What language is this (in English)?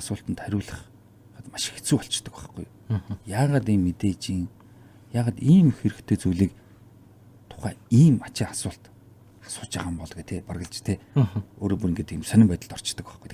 Mongolian